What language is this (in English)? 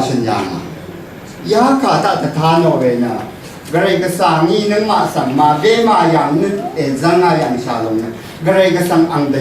Rawang